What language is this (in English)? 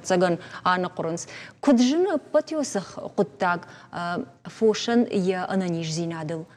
Ossetic